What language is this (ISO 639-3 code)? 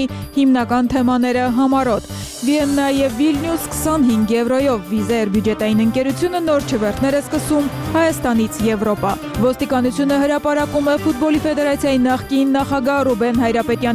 hye